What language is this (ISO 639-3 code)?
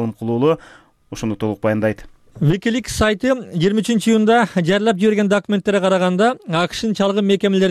kir